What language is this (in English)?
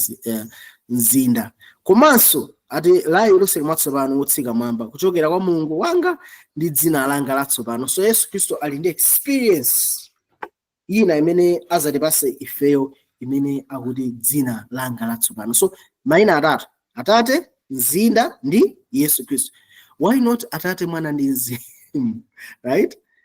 Nyanja